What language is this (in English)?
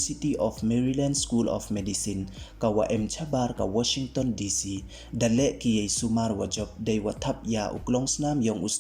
Pnar